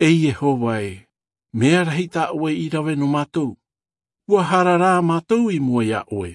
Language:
Tahitian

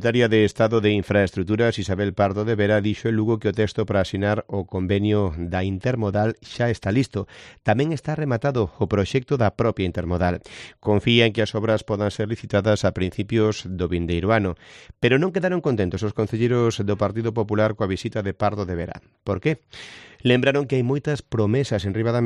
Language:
Galician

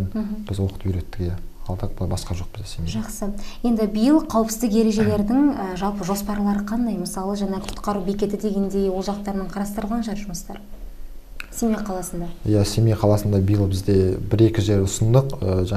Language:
Kazakh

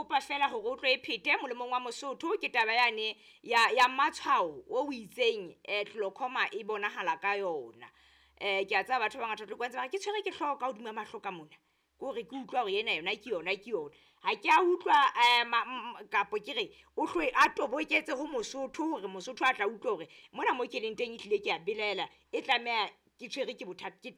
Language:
Southern Sotho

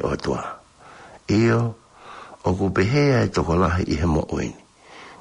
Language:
Tongan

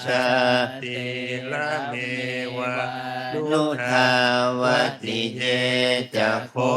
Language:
Pali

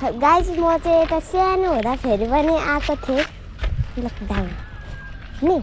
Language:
Nepali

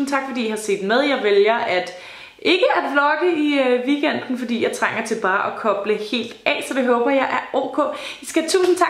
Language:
Danish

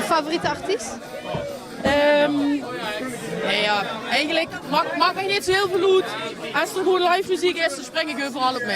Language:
Limburgish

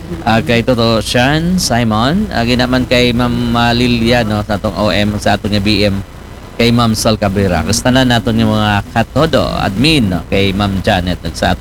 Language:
Aklanon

